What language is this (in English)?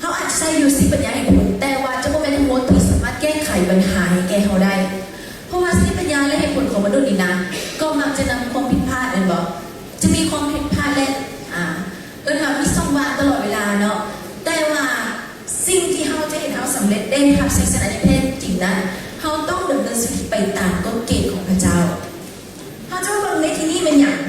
Lao